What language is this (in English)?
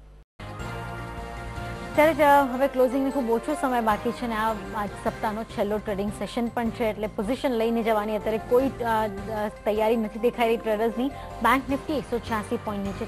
Gujarati